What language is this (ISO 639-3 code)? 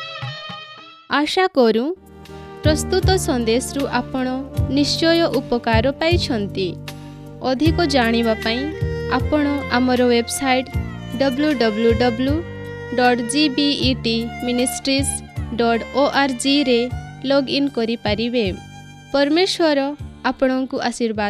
ori